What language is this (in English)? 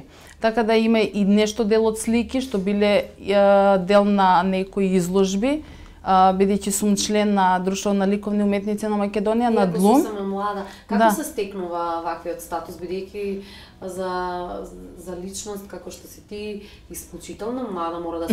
Macedonian